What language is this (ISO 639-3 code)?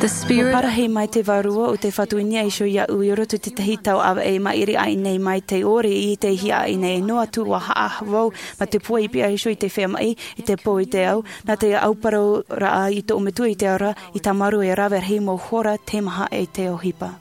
tah